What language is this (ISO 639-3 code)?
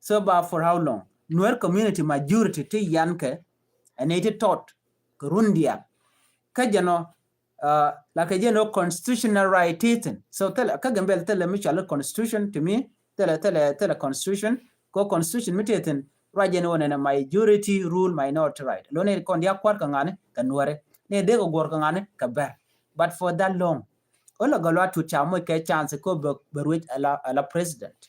nus